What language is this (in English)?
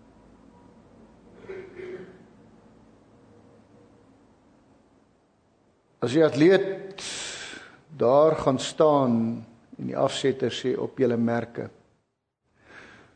Afrikaans